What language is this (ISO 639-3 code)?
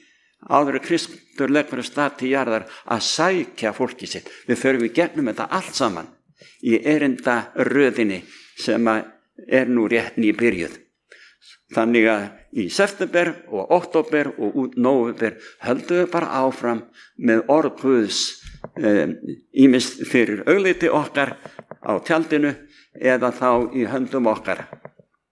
isl